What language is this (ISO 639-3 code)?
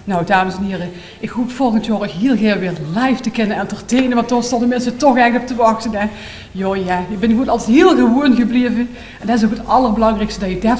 lim